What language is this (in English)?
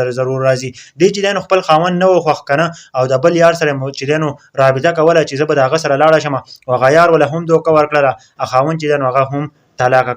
Pashto